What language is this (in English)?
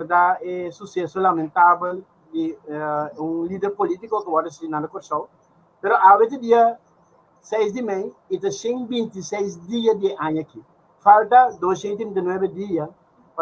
Papiamento